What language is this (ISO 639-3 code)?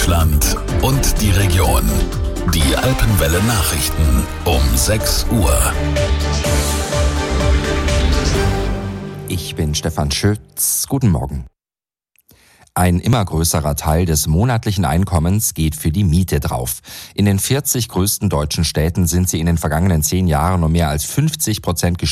deu